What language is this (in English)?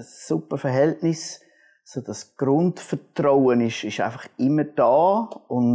Swiss German